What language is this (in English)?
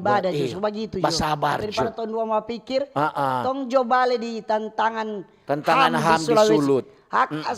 Manado Malay